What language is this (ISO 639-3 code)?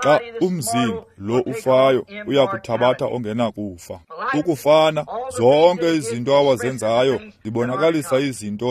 xho